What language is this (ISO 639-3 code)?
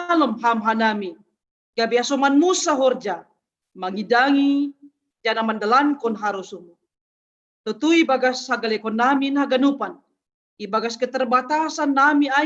bts